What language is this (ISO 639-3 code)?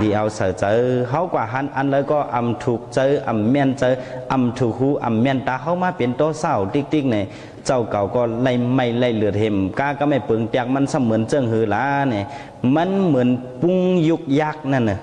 shn